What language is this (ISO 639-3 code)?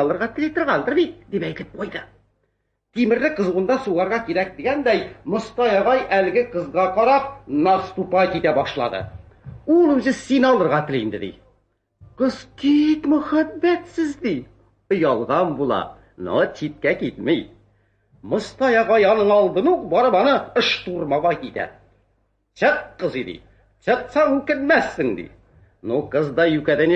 tat